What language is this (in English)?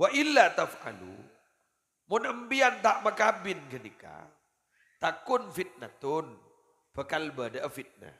Madurese